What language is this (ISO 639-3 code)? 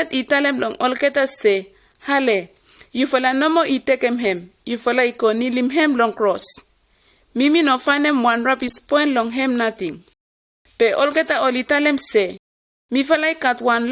bis